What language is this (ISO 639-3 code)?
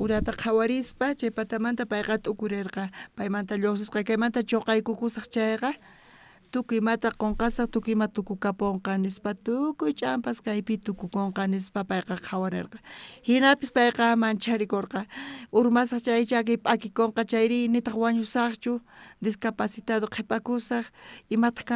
quh